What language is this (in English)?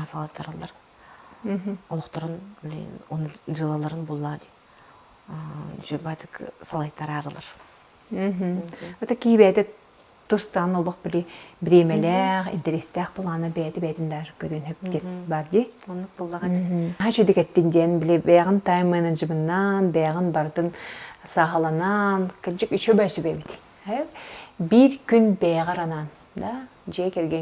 Yakut